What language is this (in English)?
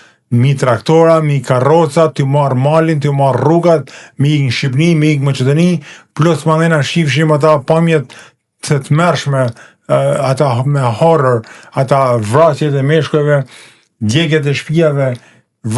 Albanian